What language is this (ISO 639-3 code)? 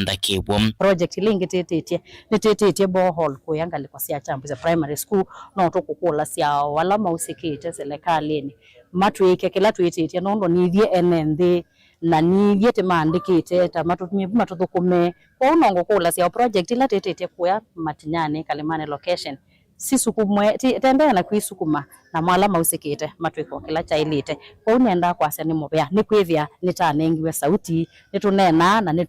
kam